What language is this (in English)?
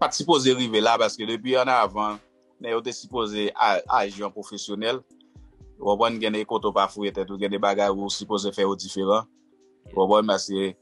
Haitian Creole